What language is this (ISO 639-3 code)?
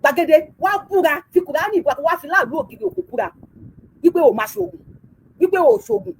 yor